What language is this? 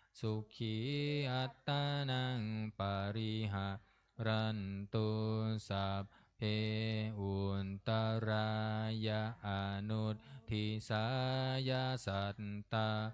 Pali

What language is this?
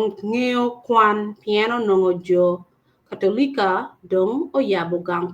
Acoli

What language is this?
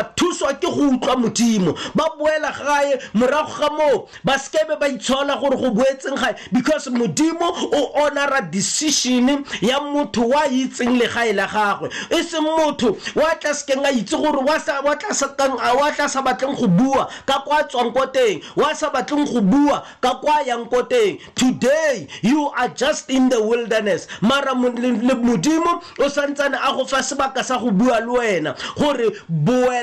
Tswana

